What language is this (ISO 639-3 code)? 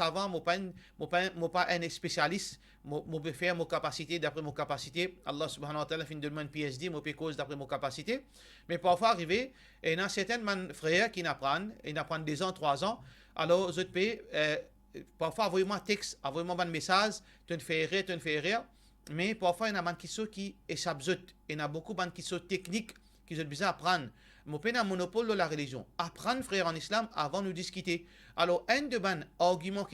mfe